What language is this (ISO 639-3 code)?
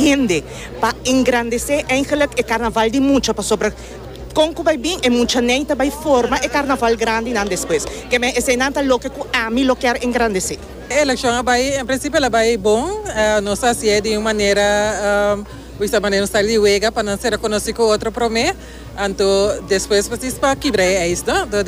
pap